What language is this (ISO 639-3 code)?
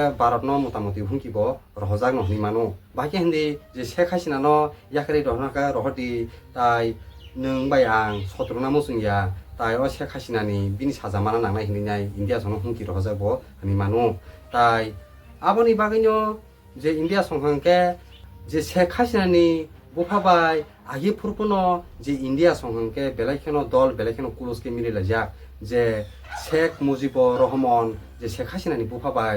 trp